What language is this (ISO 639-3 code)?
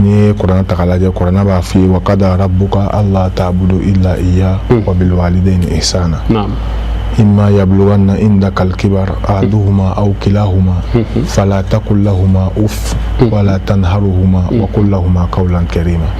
bam